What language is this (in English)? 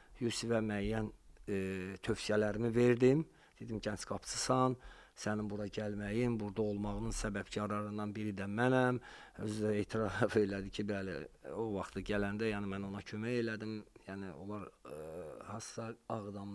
Azerbaijani